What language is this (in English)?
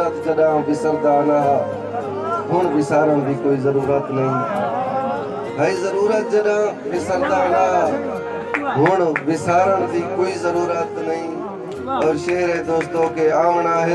Saraiki